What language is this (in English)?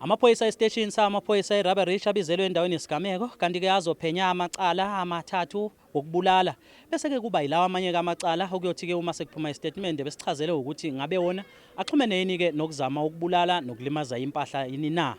Zulu